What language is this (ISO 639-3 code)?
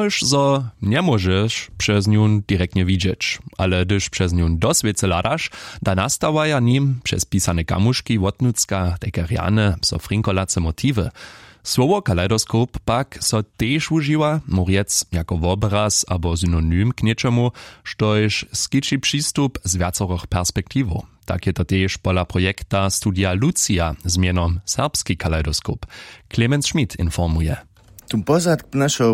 hsb